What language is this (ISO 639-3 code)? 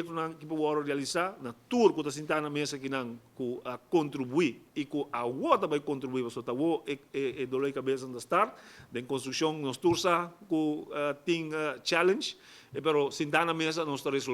pap